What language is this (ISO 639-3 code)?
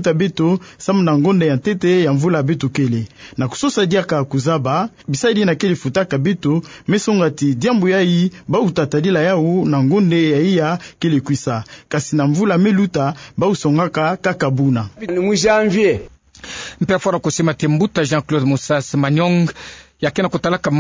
ktu